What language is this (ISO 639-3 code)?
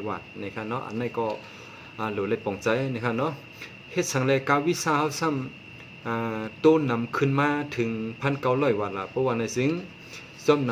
shn